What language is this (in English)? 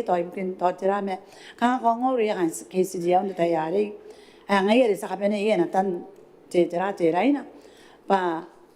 Gilbertese